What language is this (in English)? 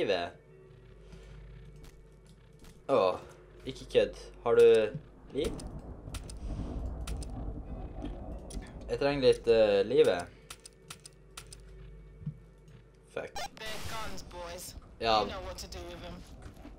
Norwegian